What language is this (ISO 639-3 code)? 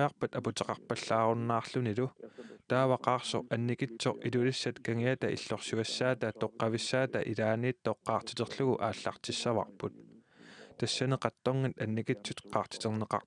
kal